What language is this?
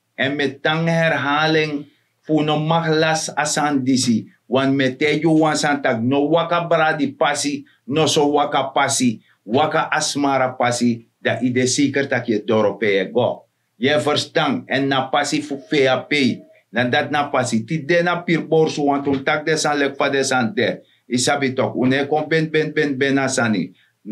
Sranan Tongo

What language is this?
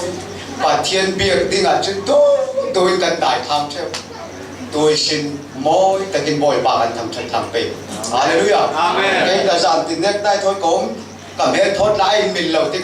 Falam Chin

